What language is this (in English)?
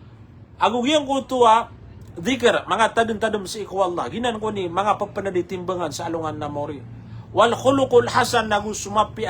Maranao